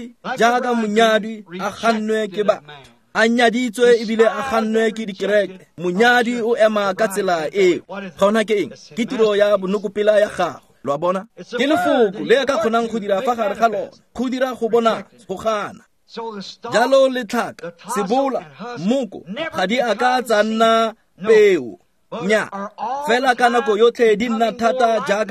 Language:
Tswana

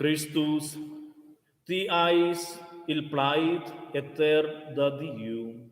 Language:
Romansh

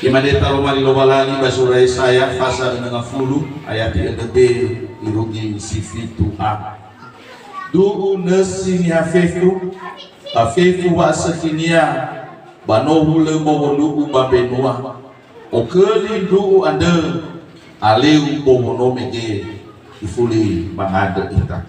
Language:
Nias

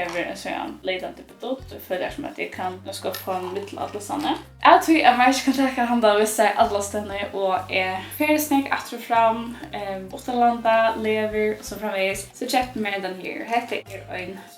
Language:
Faroese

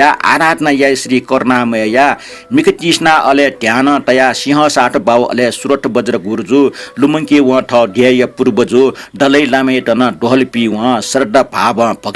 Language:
Newari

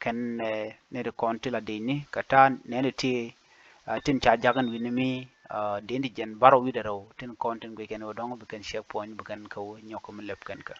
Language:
Nuer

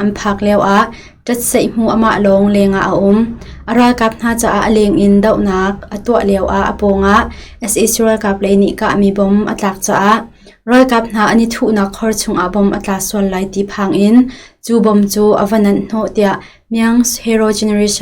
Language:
Hakha Chin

